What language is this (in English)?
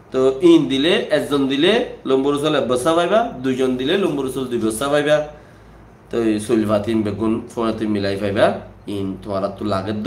Rohingya